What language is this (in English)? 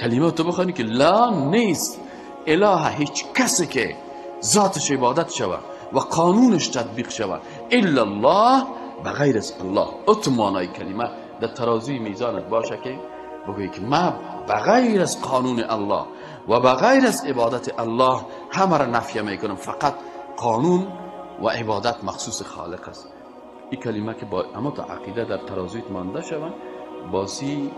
Persian